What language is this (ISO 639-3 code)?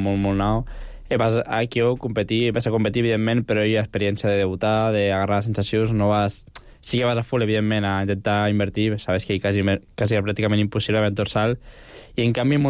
cat